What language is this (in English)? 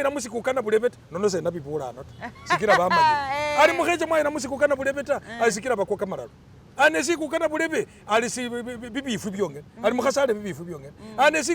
Masaaba